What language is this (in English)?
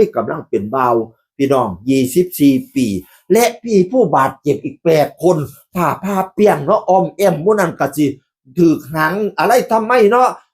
Northeastern Thai